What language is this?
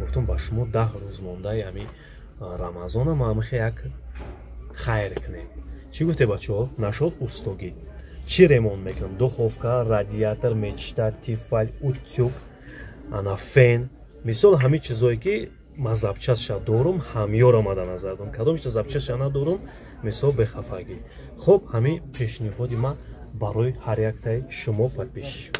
Tajik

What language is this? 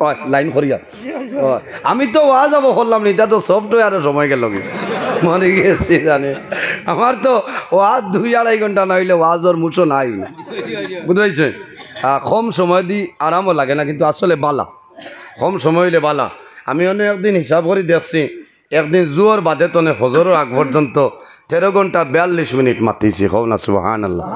Sylheti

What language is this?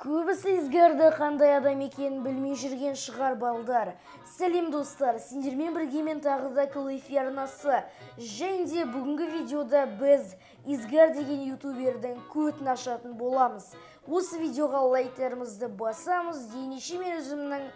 Kazakh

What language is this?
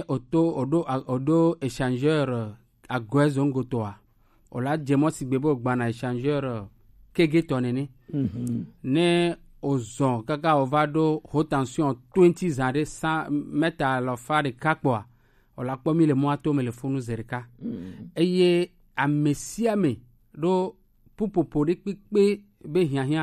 Gen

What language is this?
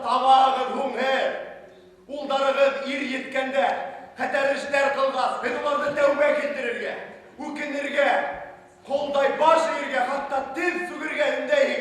Bashkir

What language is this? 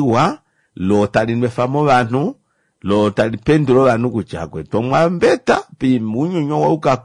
Kuanyama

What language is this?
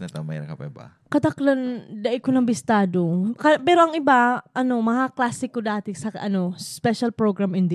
Bikol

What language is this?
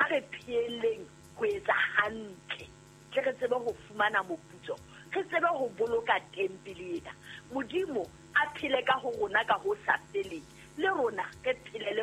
Southern Sotho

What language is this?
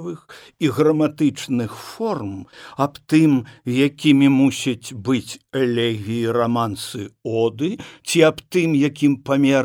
Belarusian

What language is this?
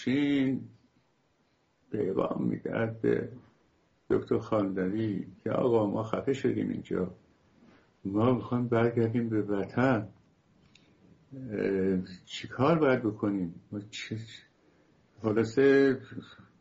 Persian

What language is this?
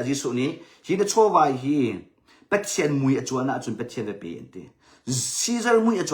Hakha Chin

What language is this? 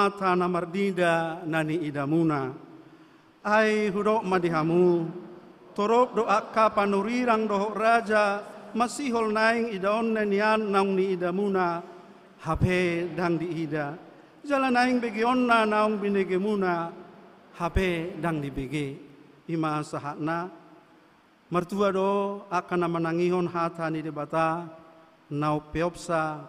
Batak Toba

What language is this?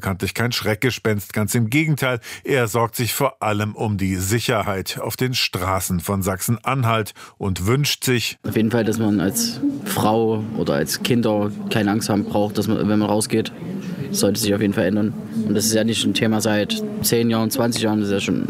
German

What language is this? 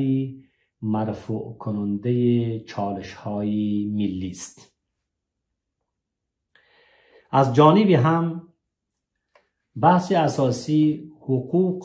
Persian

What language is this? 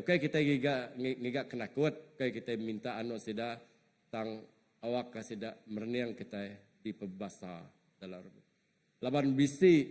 Iban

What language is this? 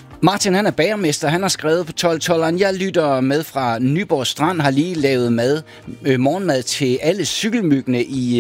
Danish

